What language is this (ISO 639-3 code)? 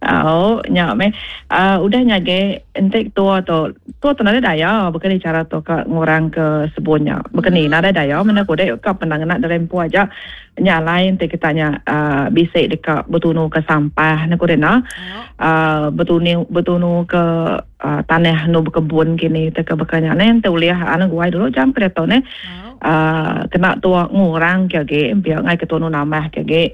iba